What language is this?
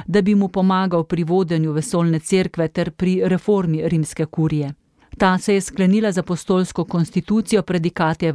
Slovenian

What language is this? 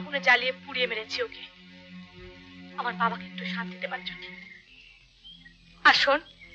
Bangla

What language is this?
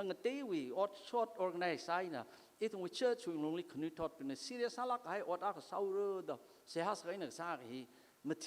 Tangkhul Naga (India)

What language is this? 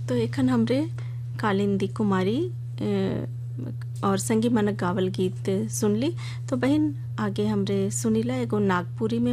Sadri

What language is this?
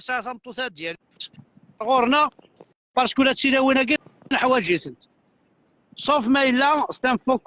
Kabyle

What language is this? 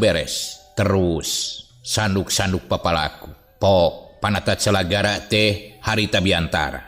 Sundanese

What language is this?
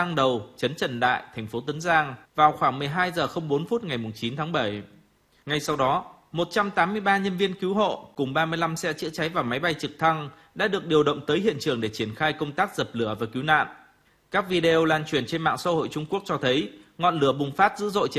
Vietnamese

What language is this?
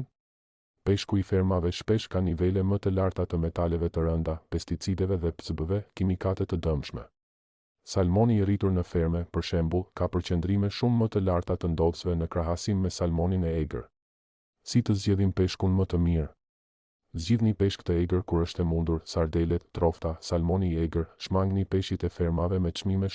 Albanian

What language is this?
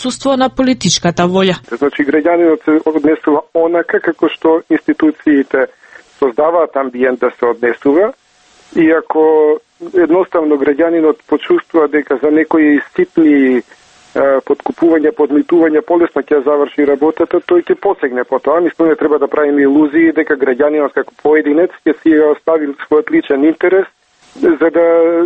Macedonian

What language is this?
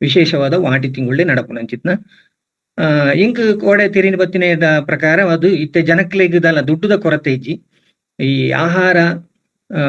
Tulu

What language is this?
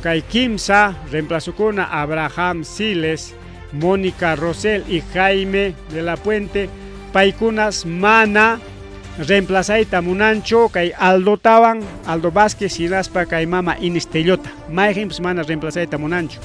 Ayacucho Quechua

